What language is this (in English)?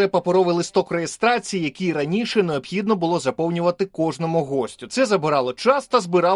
Ukrainian